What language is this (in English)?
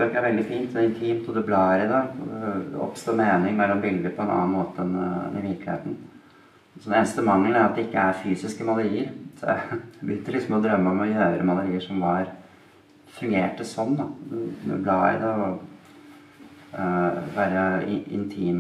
Norwegian